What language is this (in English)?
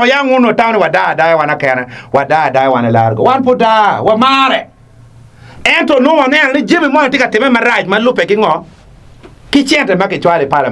Acoli